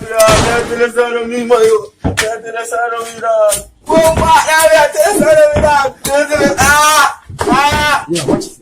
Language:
Jamaican Creole English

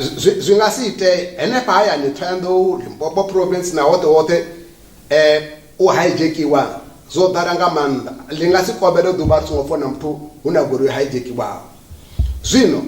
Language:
Venda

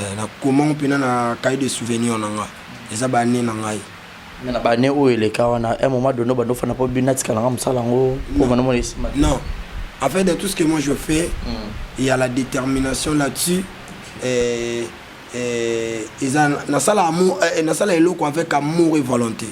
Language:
Lingala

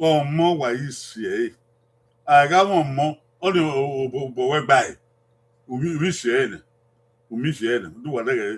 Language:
Bini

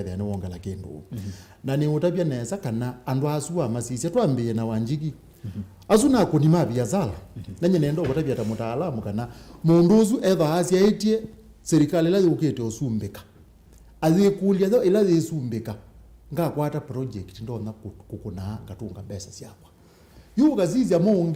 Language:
Kamba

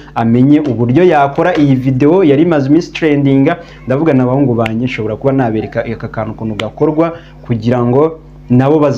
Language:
Kinyarwanda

